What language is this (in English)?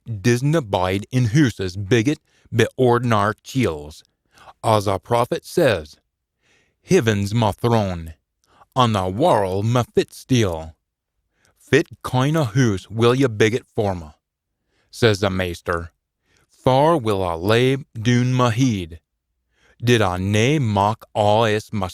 Scots